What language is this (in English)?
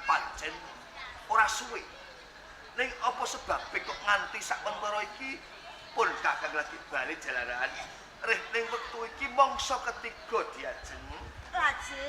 Javanese